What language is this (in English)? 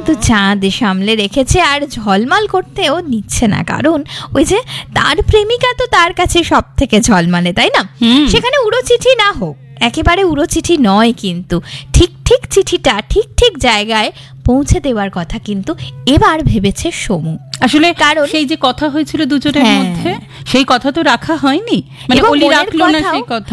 Bangla